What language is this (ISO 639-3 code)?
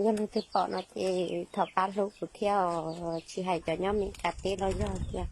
hmn